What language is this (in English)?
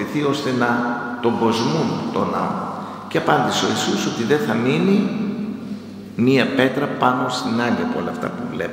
Greek